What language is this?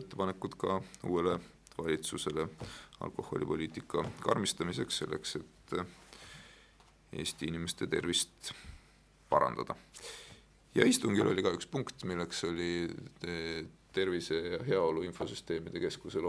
Estonian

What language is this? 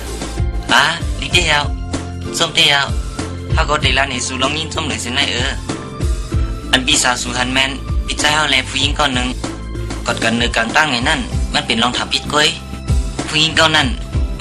Shan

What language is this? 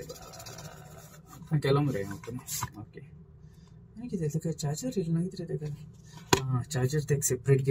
Konkani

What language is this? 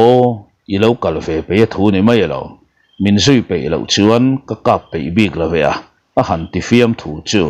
Mizo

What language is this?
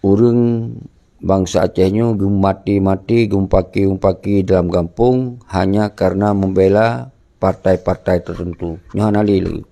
Achinese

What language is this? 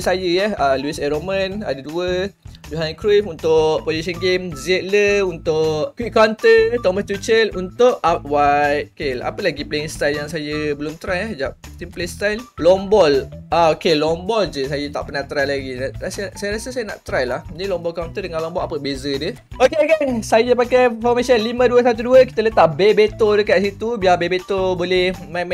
Malay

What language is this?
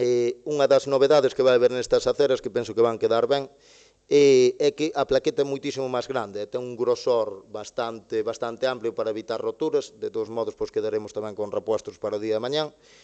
Galician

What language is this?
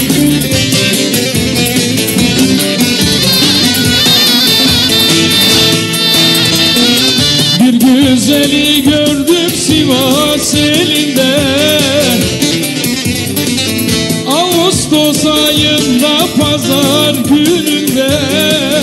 Turkish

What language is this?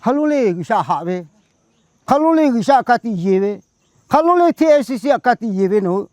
Lahu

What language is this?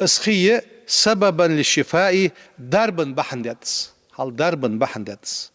Ingush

